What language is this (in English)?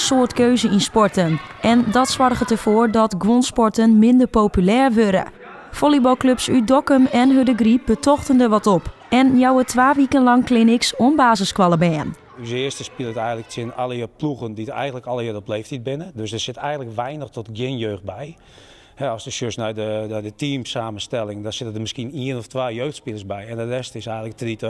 Western Frisian